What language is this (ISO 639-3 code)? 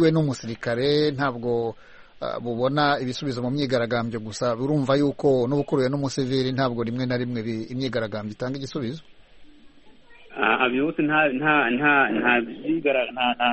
kin